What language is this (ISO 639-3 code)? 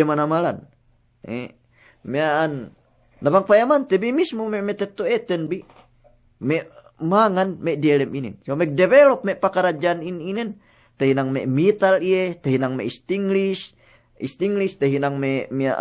yka